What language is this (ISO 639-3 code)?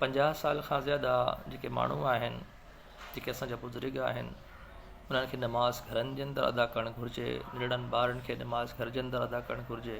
snd